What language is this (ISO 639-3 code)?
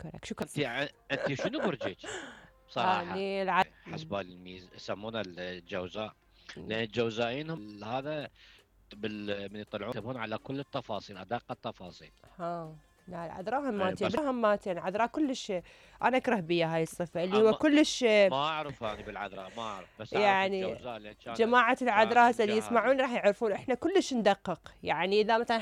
acm